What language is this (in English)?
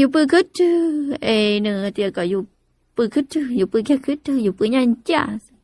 Hmong